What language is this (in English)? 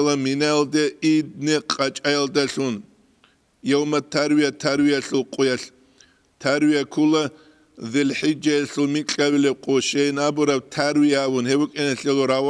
Avaric